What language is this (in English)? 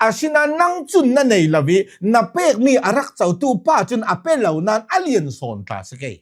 Hakha Chin